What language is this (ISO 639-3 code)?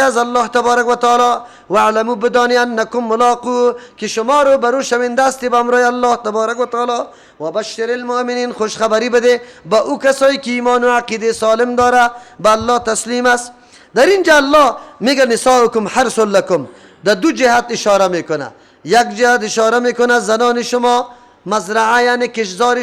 fas